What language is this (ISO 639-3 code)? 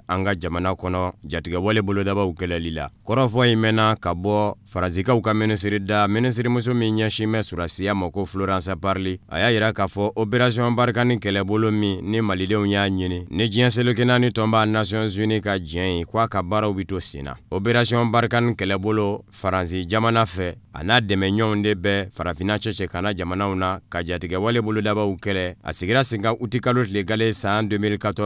bam